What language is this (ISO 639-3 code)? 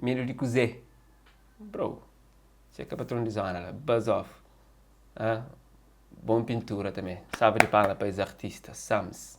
kea